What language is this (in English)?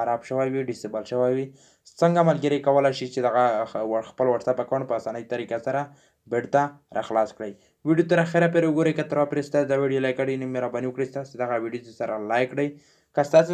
Pashto